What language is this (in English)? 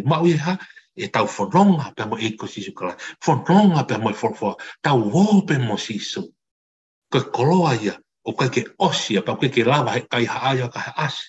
Tongan